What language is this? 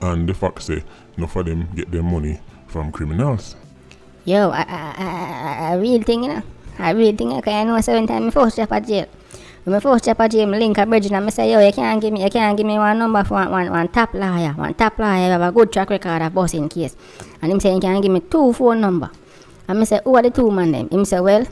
Jamaican Creole English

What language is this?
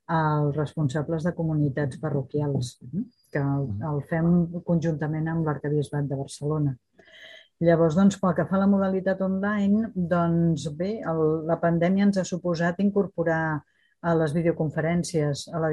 Catalan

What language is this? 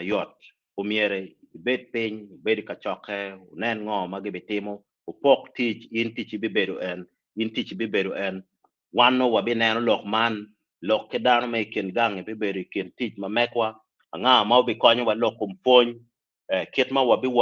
Acoli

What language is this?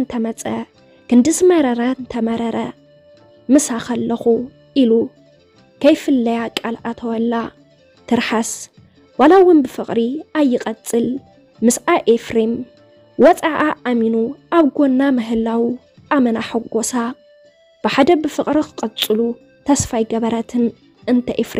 Tigrinya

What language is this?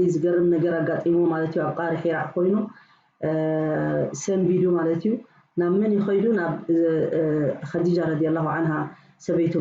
Tigrinya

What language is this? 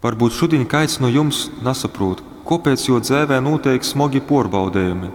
Latgalian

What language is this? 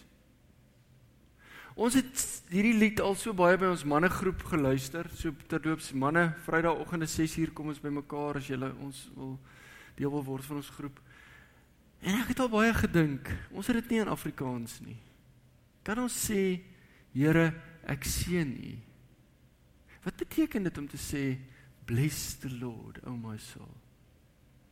Afrikaans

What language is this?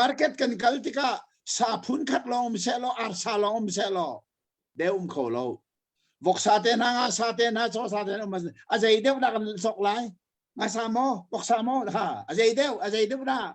Hakha Chin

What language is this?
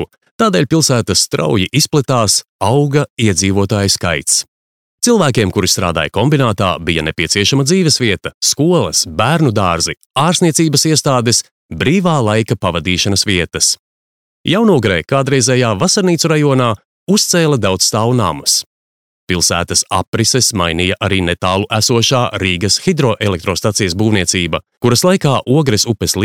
Latvian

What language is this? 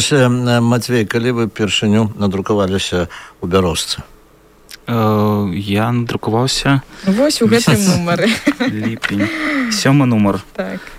Belarusian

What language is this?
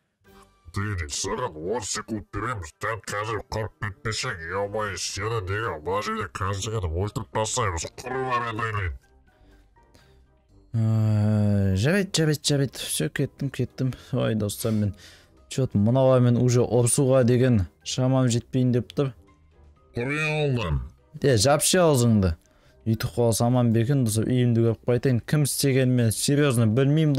Kazakh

